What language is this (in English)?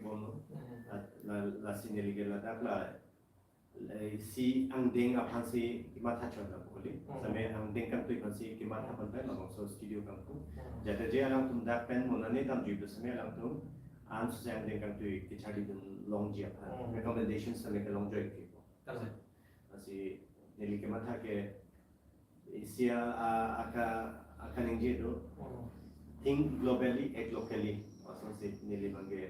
Karbi